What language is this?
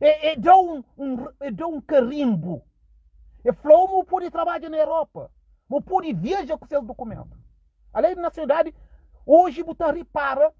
Kabuverdianu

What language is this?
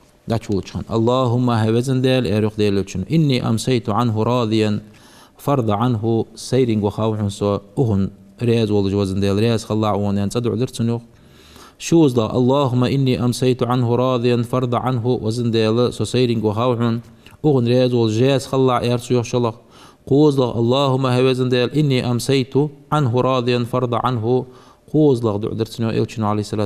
Ingush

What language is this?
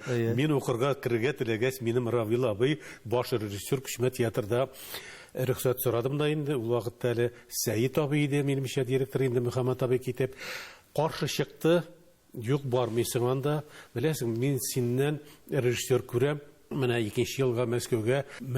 Tatar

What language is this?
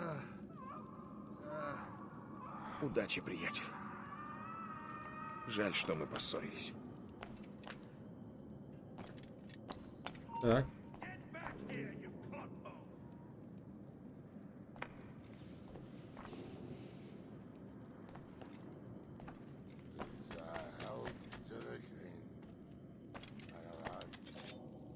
Russian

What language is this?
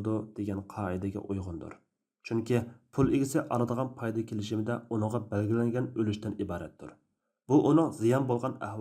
Uyghur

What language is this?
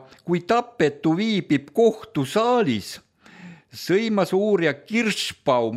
Estonian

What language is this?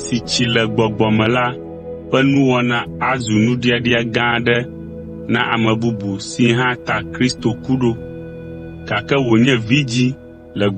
Ewe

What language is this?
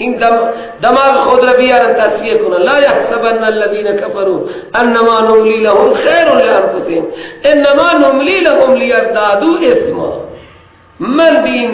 Persian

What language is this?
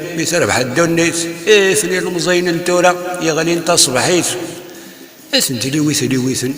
Kabyle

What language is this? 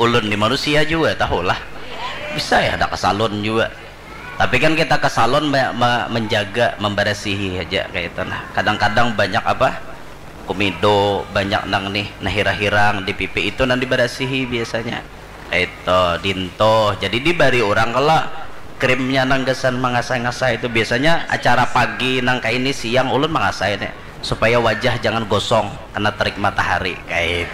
Banjar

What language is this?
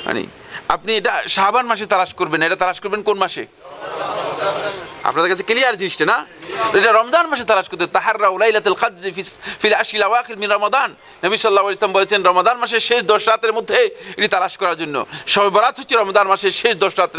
Bangla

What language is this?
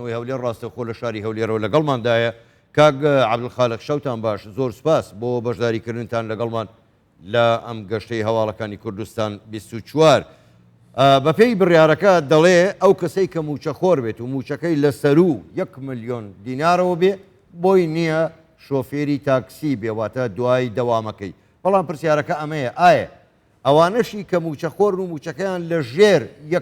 Central Kurdish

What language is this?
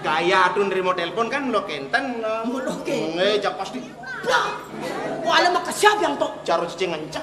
Balinese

